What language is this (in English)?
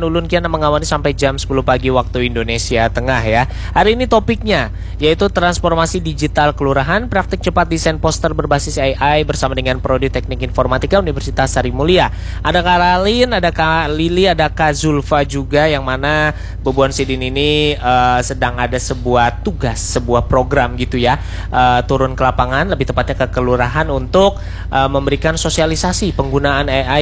Indonesian